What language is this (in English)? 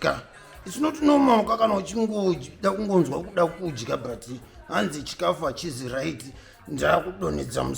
Shona